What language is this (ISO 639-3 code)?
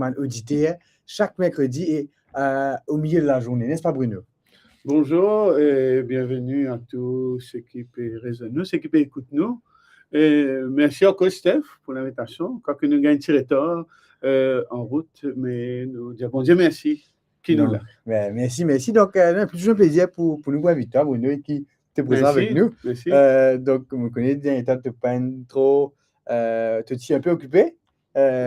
mfe